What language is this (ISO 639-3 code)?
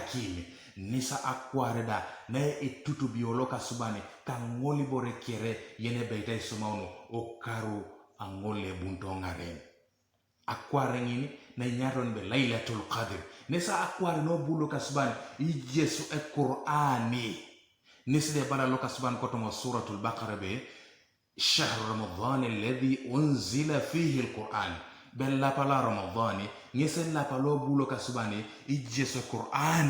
teo